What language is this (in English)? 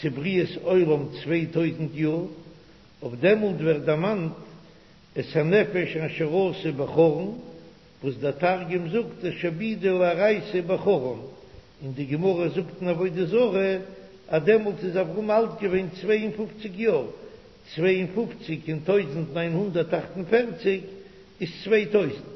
Yiddish